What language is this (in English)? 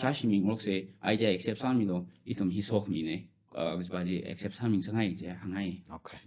Tangkhul Naga (India)